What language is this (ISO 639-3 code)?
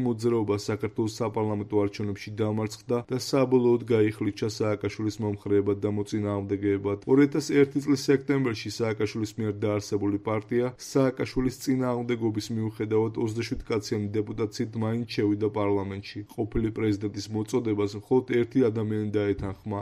kat